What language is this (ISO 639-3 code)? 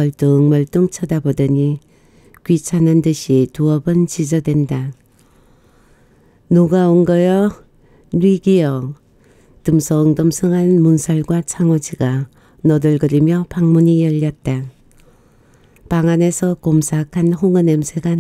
kor